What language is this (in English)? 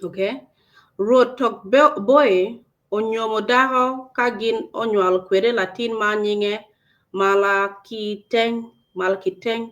Acoli